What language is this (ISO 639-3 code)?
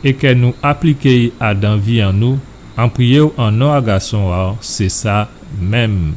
gcf